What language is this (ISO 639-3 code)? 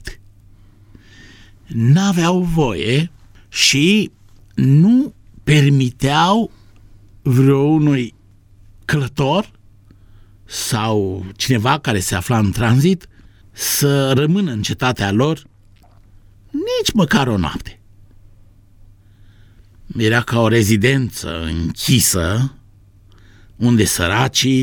ron